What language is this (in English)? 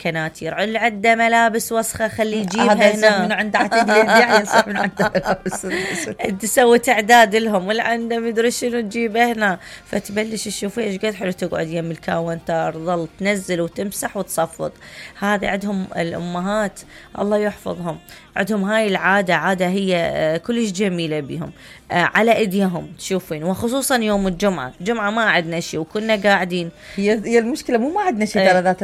Mesopotamian Arabic